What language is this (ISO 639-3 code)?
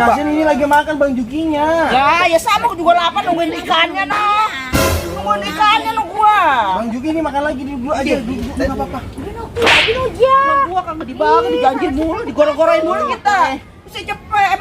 bew